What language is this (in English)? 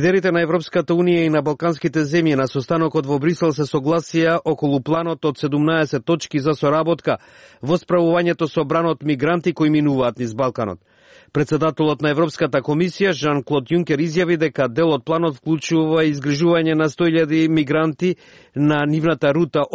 Macedonian